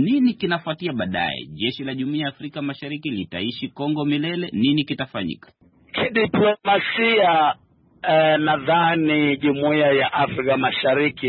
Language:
Swahili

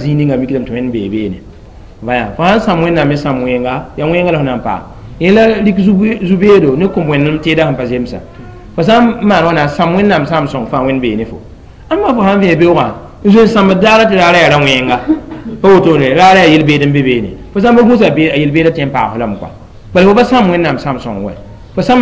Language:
Mossi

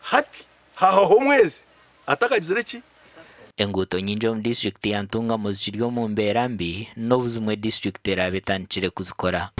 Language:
Nyankole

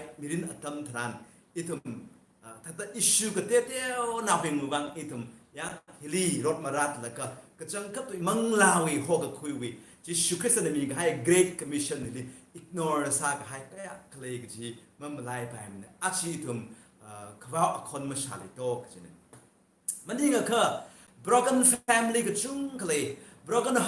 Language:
Tangkhul Naga (India)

